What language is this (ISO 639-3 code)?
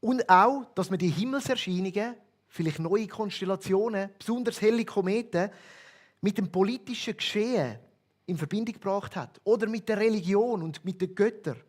gsw